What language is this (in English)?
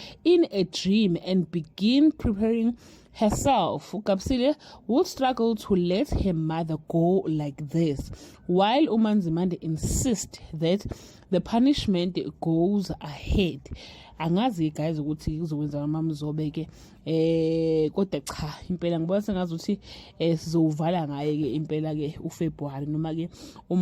Zulu